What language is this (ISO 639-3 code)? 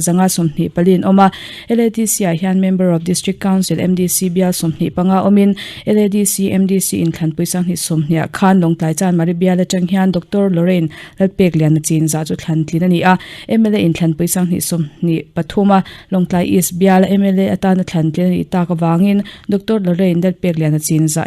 lus